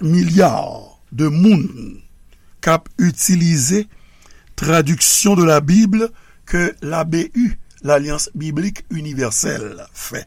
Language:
Haitian Creole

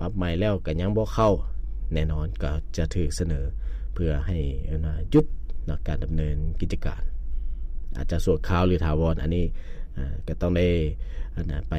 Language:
Lao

